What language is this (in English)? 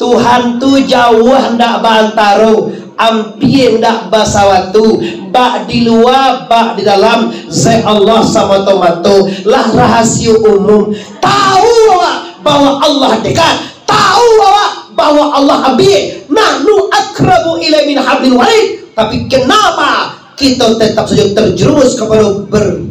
Minangkabau